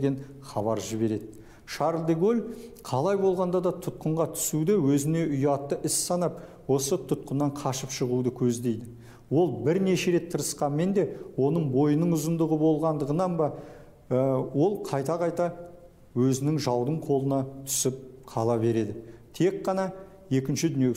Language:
Kazakh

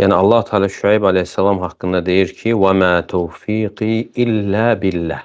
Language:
Azerbaijani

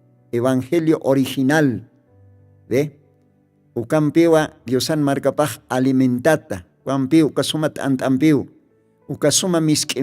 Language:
Aymara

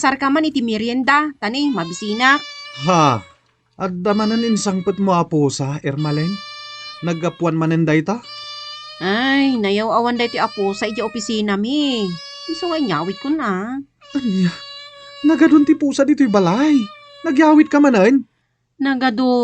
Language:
Iloko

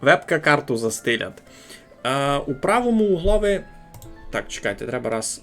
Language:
Rusyn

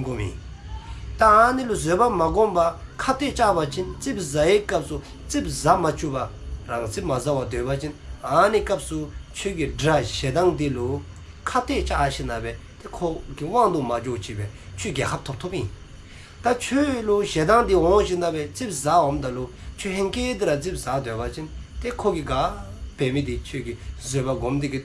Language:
Dzongkha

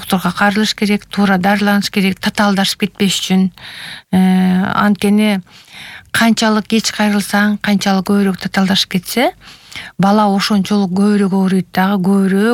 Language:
Kyrgyz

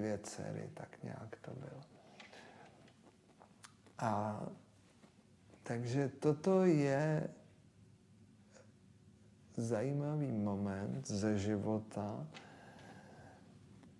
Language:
Czech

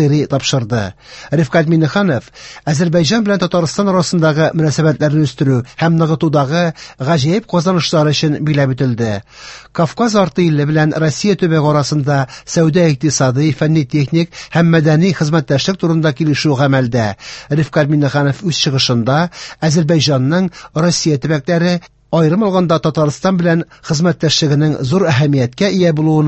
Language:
Tatar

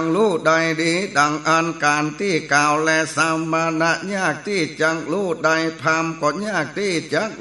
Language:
Northern Thai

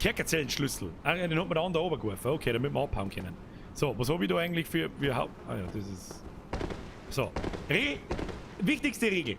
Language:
Bavarian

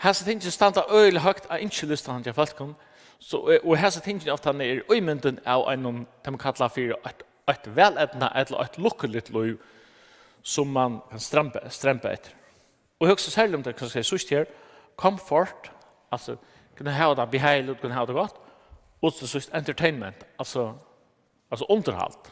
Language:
Faroese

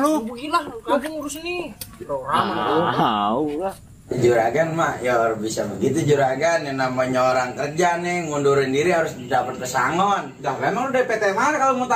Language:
Betawi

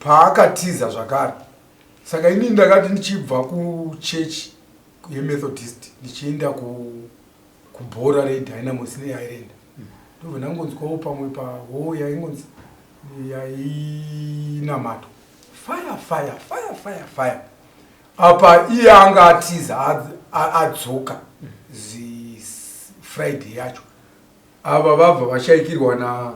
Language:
Shona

